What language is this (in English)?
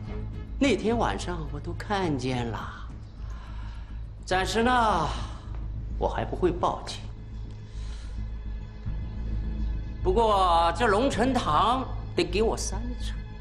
Chinese